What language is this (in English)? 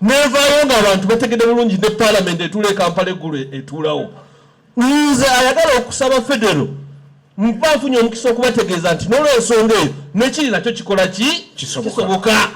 Ganda